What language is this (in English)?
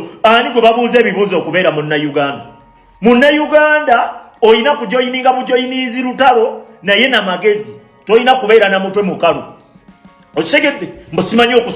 Ganda